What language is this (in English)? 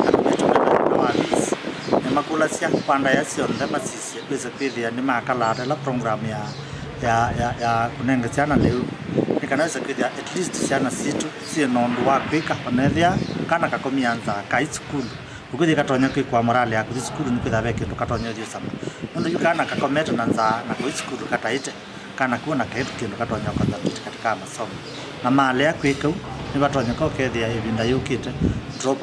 Kamba